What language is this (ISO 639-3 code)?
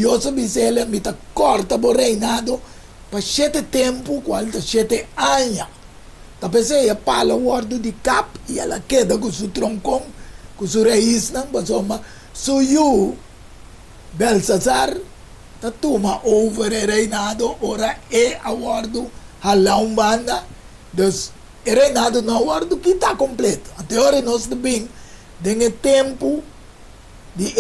pap